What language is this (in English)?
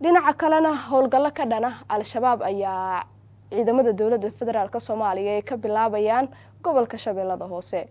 Somali